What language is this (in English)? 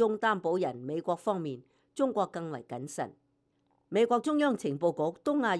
Cantonese